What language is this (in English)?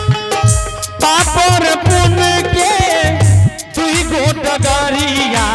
Angika